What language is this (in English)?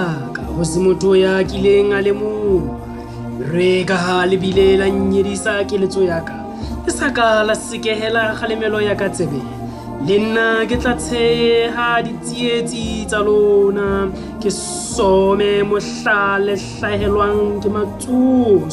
Southern Sotho